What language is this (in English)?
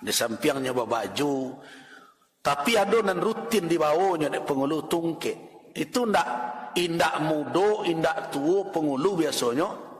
Minangkabau